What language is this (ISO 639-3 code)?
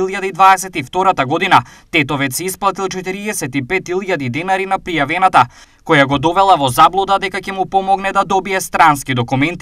mkd